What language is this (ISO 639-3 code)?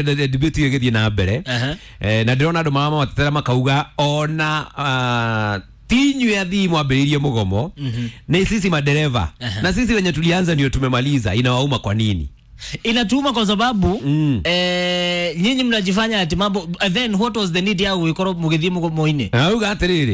kik